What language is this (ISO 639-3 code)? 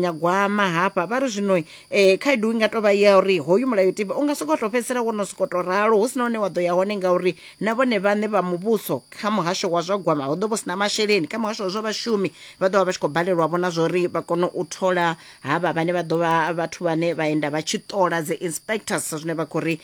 ven